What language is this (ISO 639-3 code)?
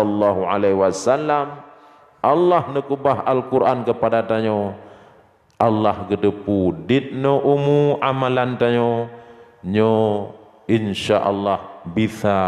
ace